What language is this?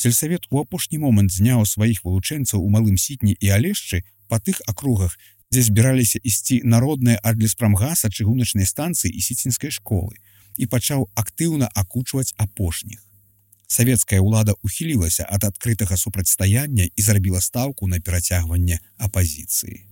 Belarusian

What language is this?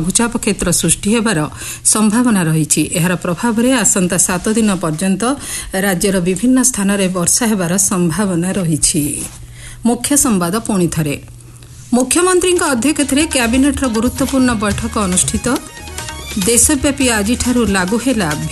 Odia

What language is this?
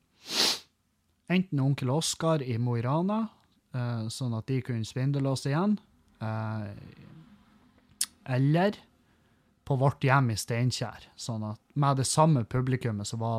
Norwegian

